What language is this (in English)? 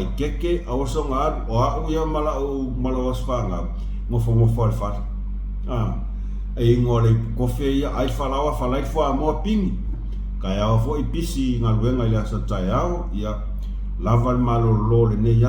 Samoan